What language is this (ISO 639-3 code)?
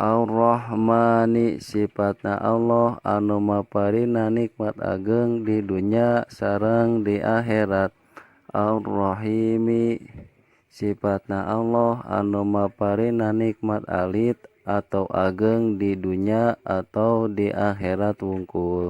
sun